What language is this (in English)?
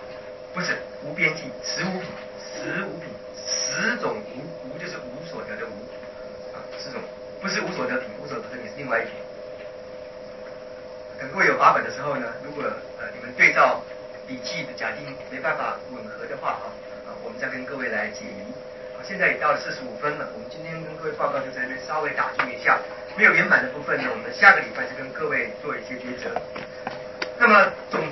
Chinese